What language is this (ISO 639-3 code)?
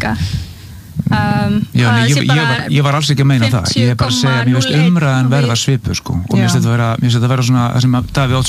isl